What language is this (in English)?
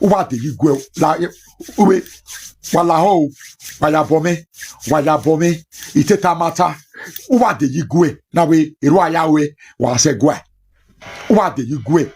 Nigerian Pidgin